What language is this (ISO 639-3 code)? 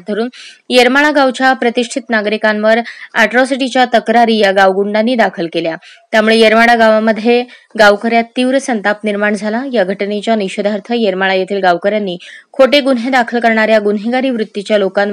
mar